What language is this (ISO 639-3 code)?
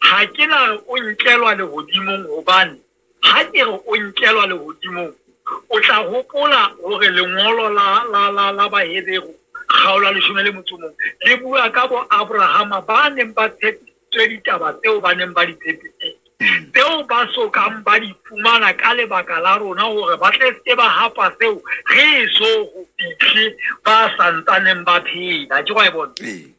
sot